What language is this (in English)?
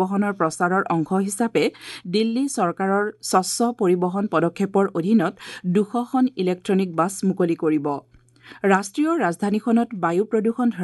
Assamese